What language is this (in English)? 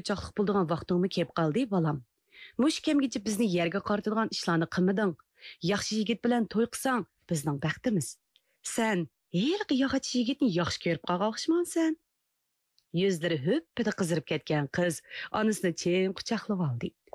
Uyghur